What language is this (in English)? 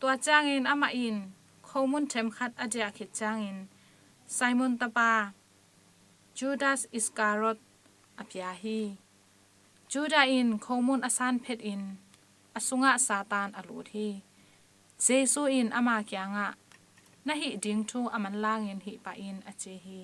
Tedim Chin